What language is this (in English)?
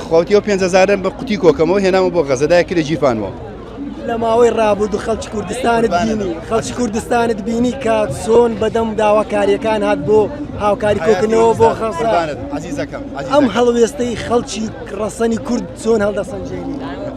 Central Kurdish